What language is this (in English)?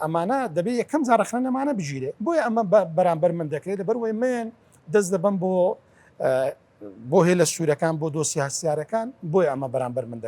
Central Kurdish